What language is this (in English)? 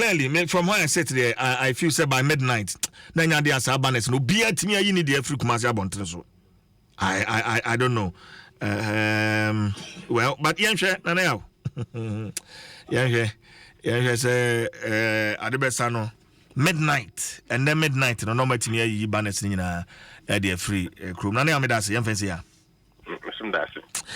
Akan